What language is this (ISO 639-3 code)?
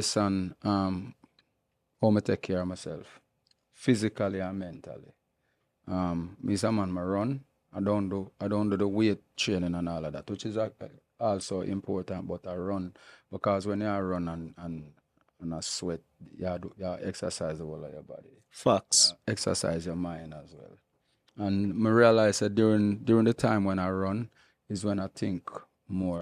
jam